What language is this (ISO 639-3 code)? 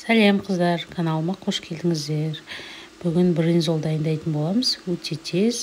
kaz